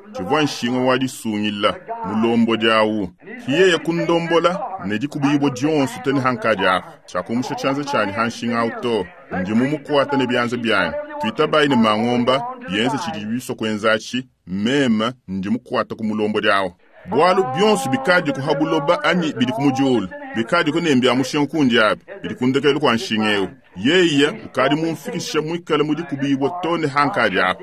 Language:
Luba-Lulua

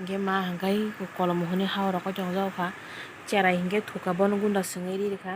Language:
Kok Borok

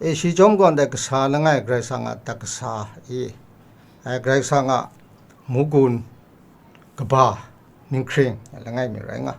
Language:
Kachin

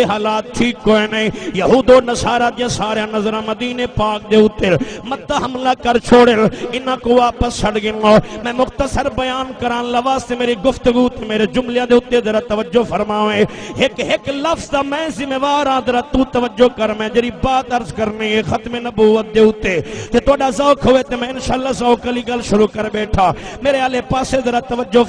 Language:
Saraiki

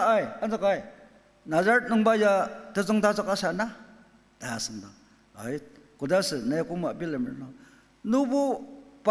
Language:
Ao Naga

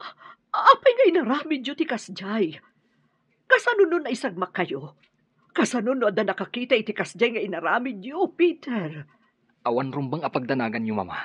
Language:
Iloko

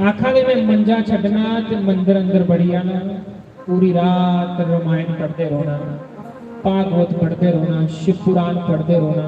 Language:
Dogri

